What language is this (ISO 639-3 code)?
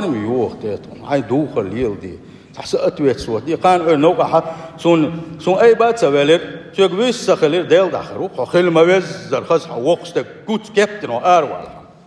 che